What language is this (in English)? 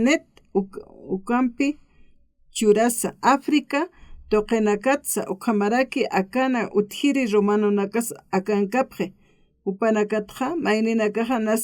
Aymara